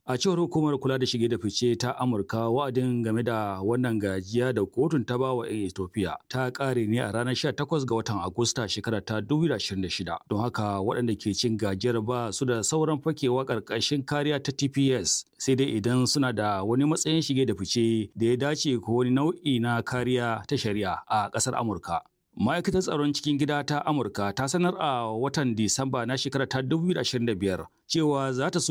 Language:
Hausa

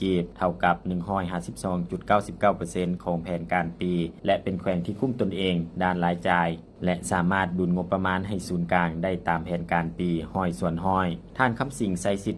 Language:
Lao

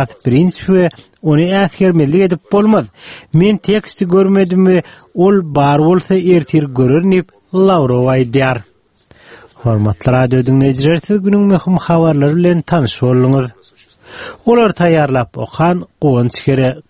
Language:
Turkmen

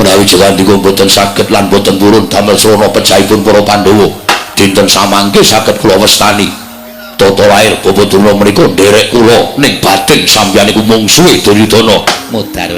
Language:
Javanese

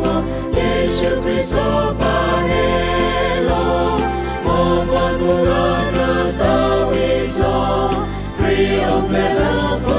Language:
S'gaw Karen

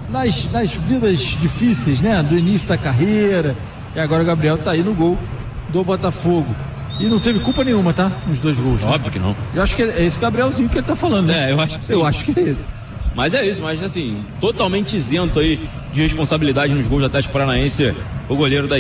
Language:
Portuguese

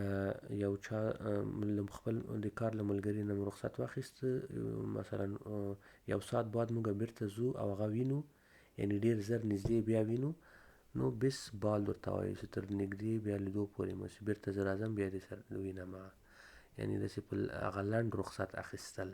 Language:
Pashto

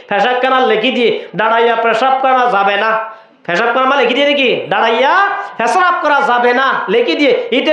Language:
Rohingya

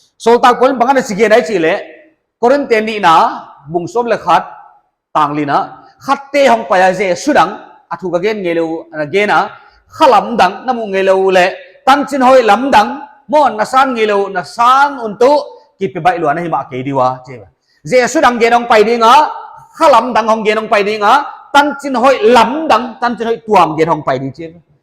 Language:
Paite Chin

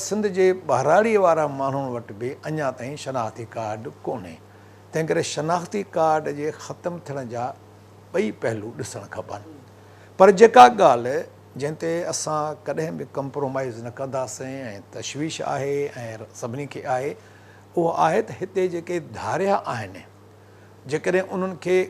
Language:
Sindhi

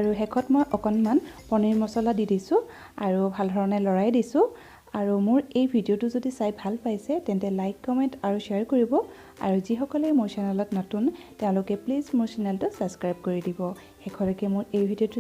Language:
Assamese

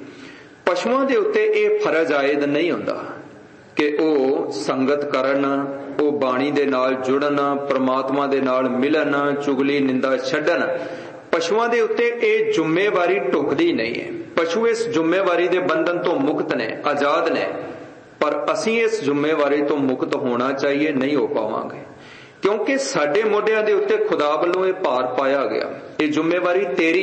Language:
Punjabi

